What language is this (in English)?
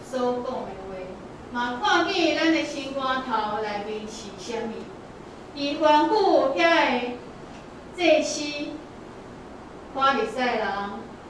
Min Nan Chinese